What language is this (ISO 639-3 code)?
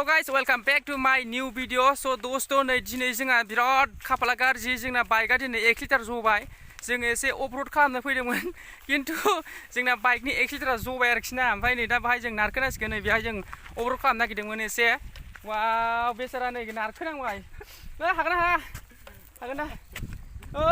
brx